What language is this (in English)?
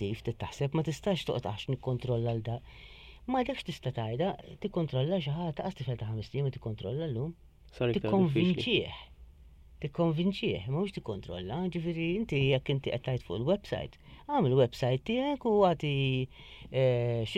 Maltese